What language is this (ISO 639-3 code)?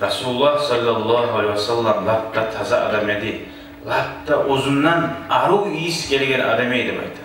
kum